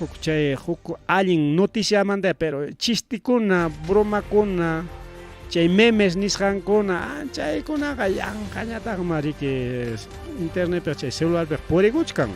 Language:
Ayacucho Quechua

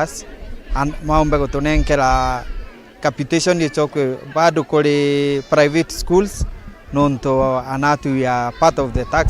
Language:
Meru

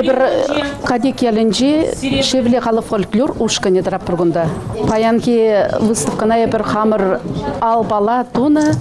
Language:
Chuvash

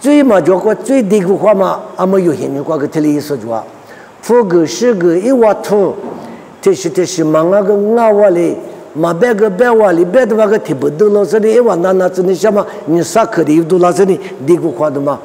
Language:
Lisu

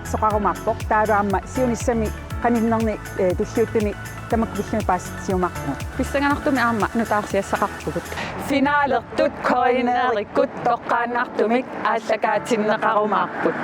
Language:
Kalaallisut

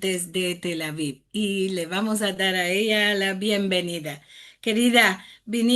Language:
Ladino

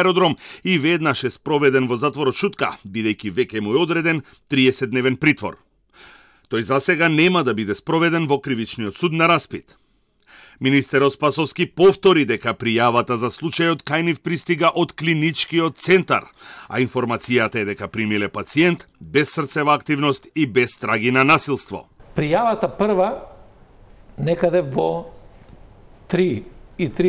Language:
Macedonian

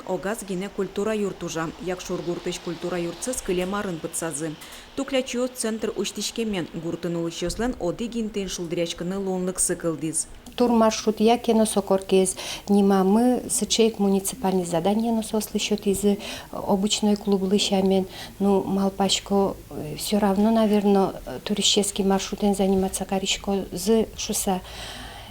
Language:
Udmurt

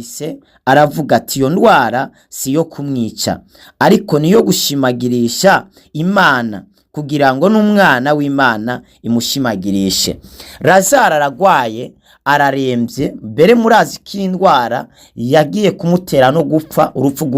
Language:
Rundi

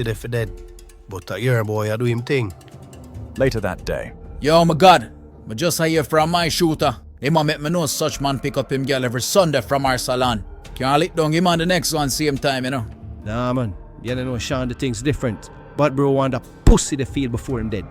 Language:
Jamaican Creole English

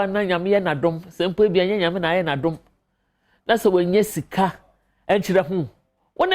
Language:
Akan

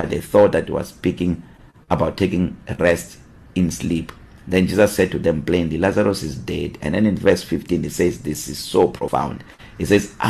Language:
English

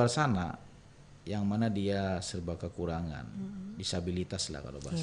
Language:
Banjar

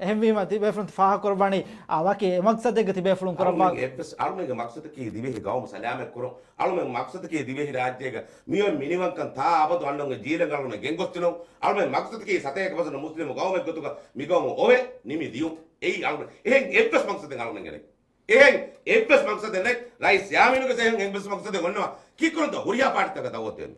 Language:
Divehi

